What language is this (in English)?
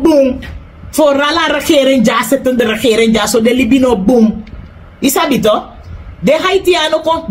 Sranan Tongo